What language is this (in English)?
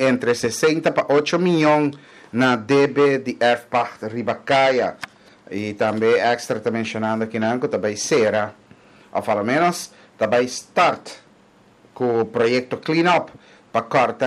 Papiamento